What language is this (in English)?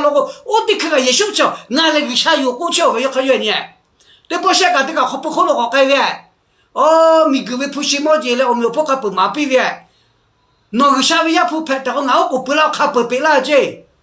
Lahu